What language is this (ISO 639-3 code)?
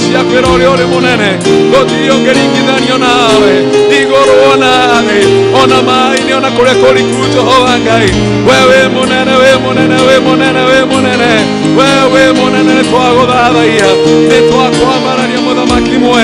kik